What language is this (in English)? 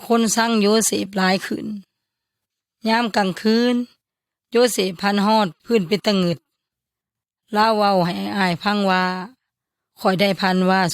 Yoy